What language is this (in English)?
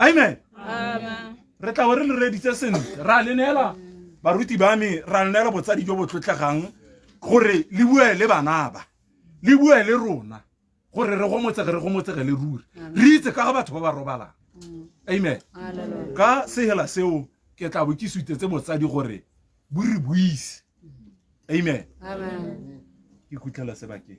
Tswana